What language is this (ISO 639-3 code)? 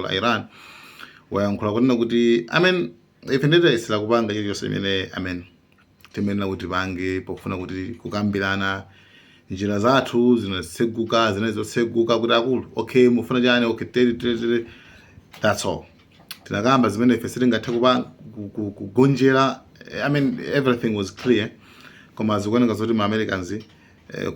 nya